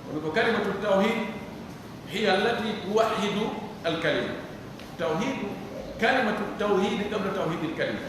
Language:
Pular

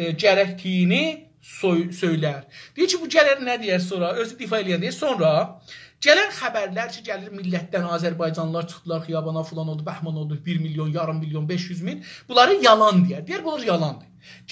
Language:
South Azerbaijani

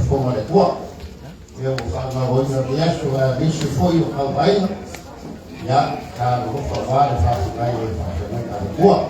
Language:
Samoan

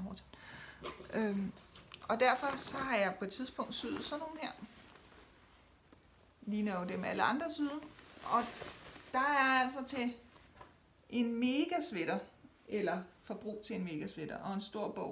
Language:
Danish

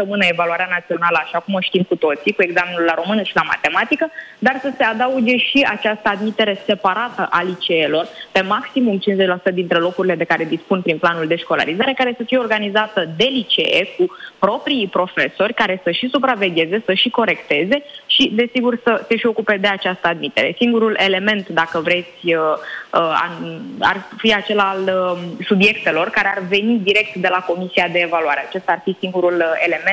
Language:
Romanian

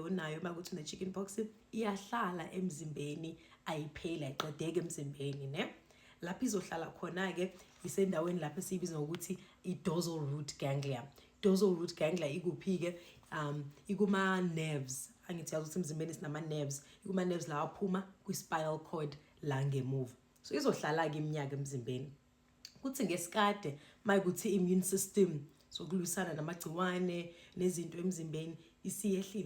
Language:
Zulu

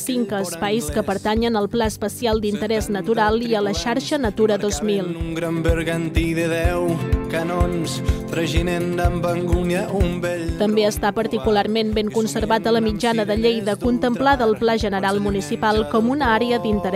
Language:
Catalan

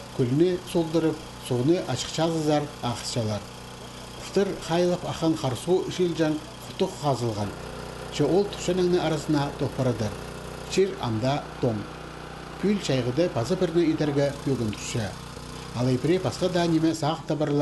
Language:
Khakas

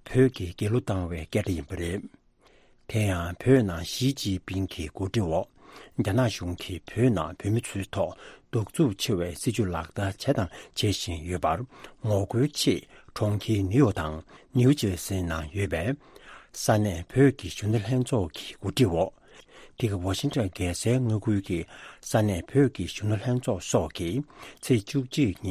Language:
Tibetan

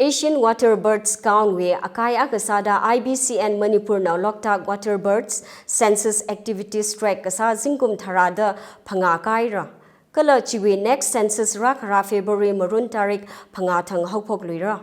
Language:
Tangkhul Naga (India)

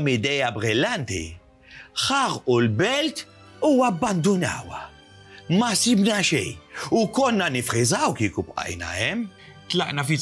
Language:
Maltese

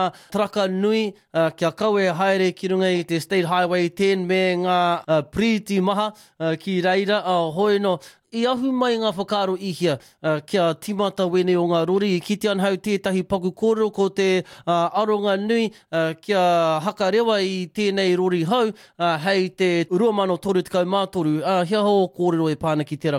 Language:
Māori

